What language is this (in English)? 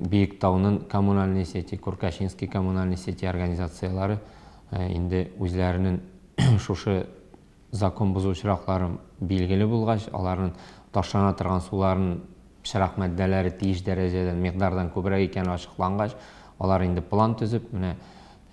Tatar